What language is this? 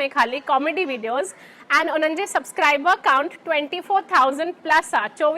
Sindhi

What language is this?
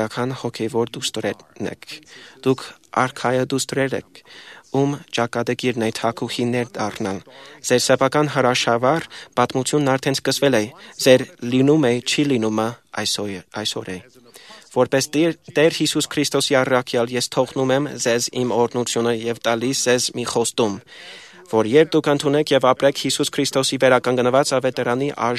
Armenian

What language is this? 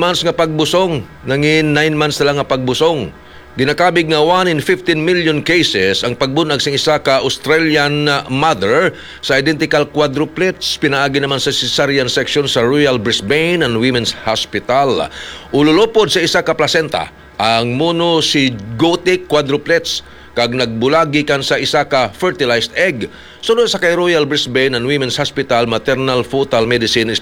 Hiligaynon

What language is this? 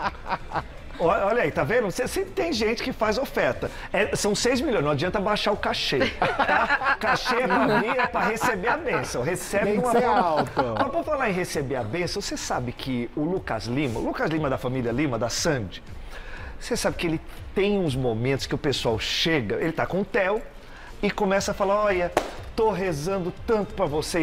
Portuguese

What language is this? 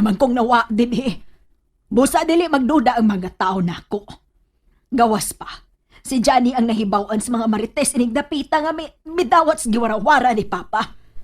Cebuano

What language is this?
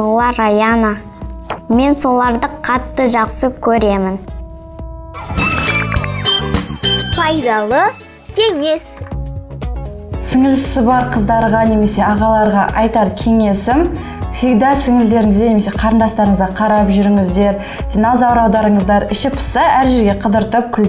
Kazakh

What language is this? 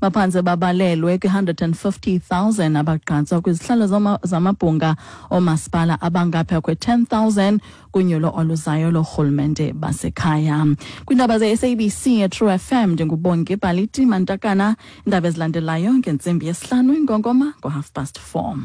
Xhosa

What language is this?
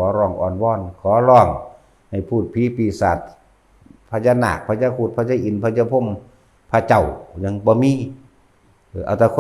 Northeastern Thai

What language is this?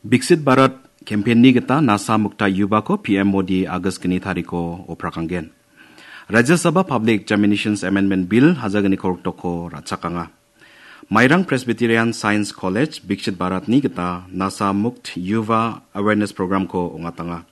Garo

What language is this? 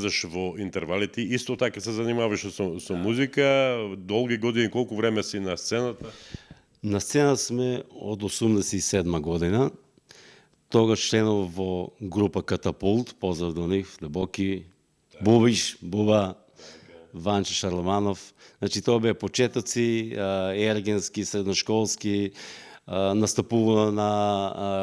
Macedonian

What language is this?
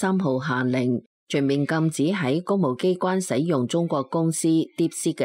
Cantonese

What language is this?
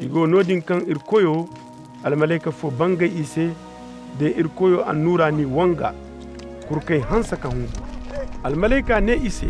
Koyraboro Senni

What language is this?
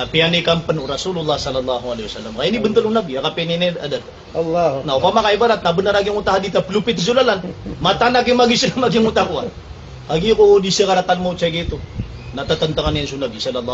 Maranao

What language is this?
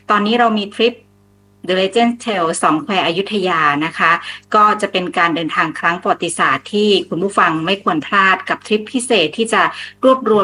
Thai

